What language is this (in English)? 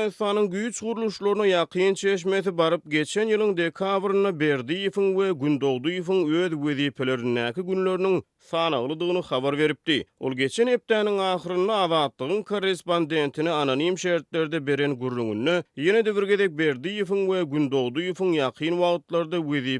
Turkmen